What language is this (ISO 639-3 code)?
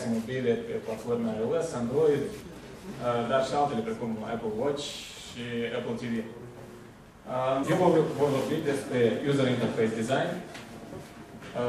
ron